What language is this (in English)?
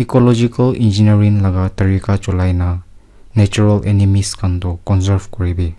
Naga Pidgin